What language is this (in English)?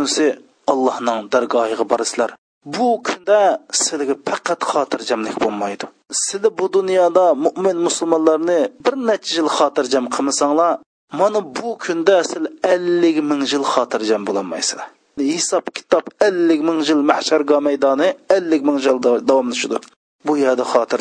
Uyghur